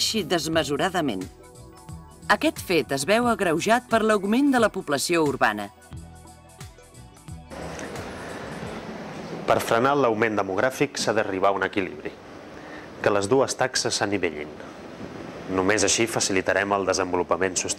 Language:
Catalan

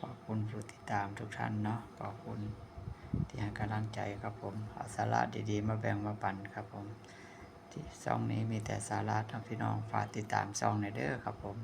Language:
Northeastern Thai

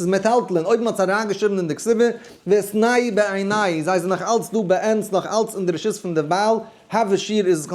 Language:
Yiddish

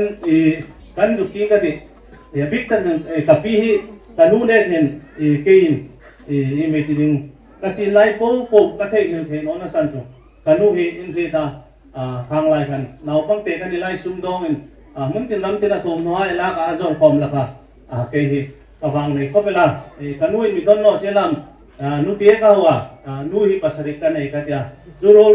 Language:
Hmar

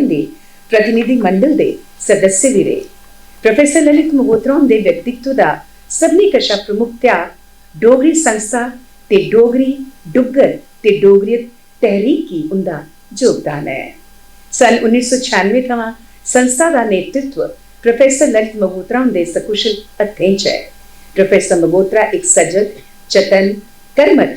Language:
Dogri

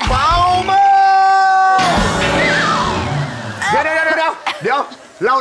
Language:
Thai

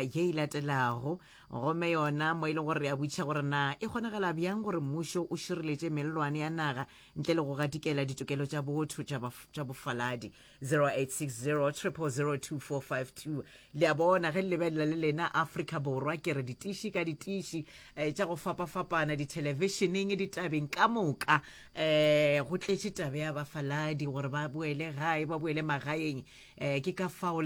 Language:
Northern Sotho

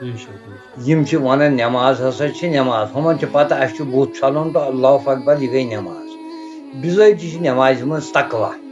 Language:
Kashmiri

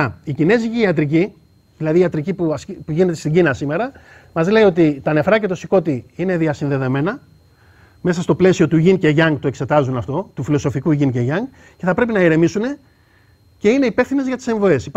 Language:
Greek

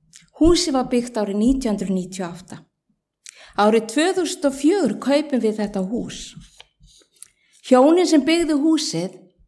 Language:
Icelandic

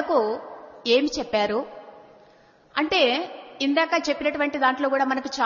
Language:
Telugu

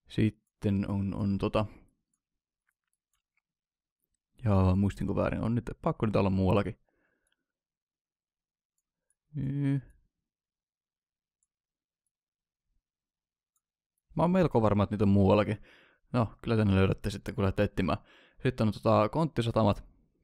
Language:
Finnish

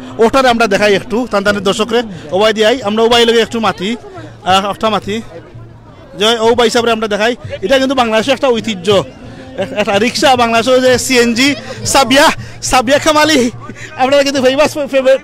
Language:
Sylheti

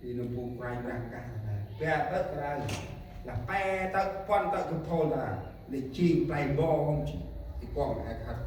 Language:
Central Mnong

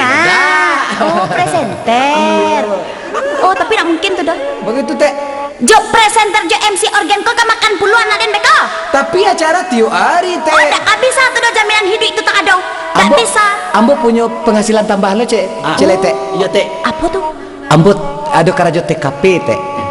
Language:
Minangkabau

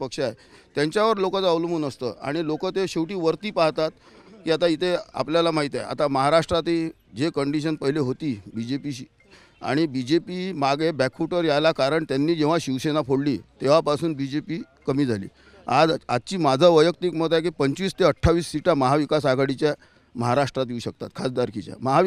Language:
Marathi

